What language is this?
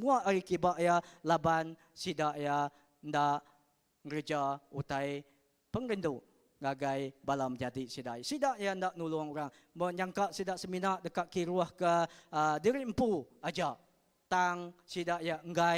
Iban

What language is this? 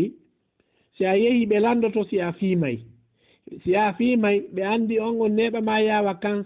Fula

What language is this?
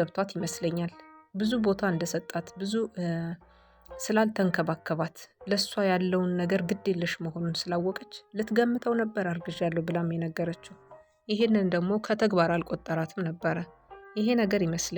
Amharic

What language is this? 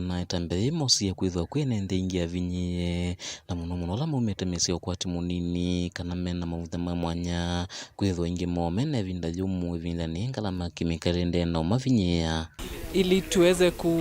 Kamba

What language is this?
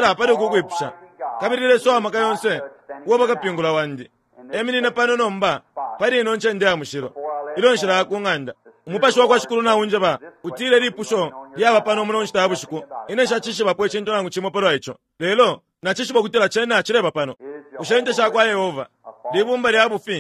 Bemba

